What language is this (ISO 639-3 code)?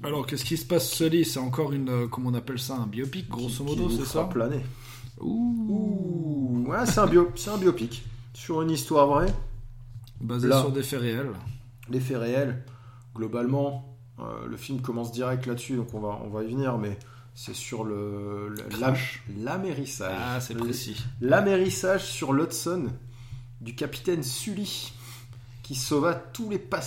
fra